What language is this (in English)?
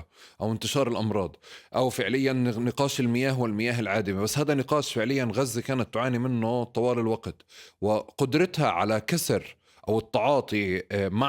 North Levantine Arabic